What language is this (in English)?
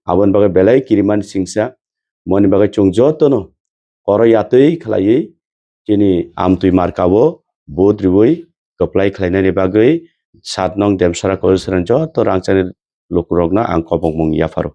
Kok Borok